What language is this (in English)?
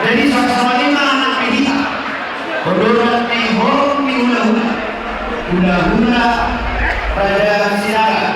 Batak Toba